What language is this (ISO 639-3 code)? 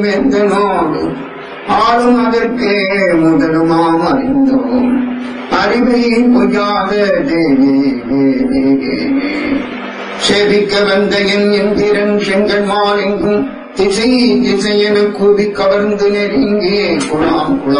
tam